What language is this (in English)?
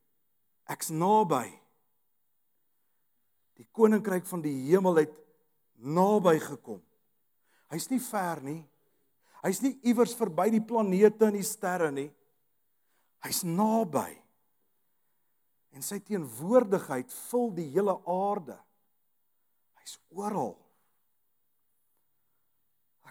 Afrikaans